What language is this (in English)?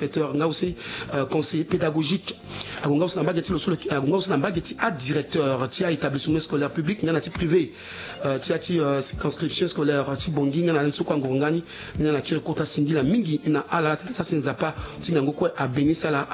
Sango